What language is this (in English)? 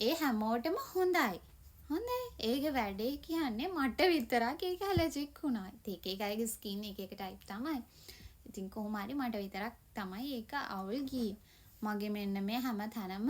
Sinhala